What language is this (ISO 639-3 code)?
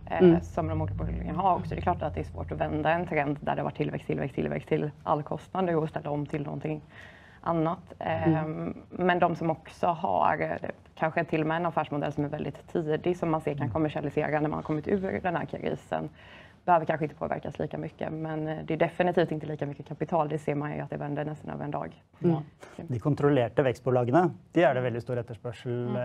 swe